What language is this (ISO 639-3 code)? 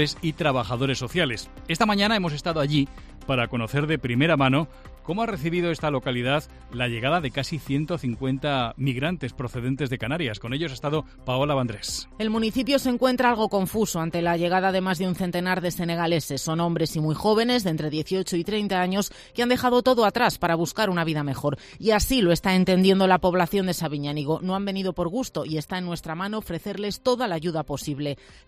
spa